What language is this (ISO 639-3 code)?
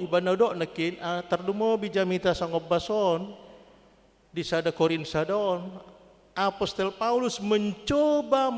bbc